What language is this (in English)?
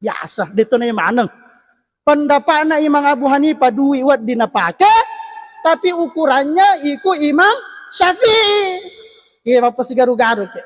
Buginese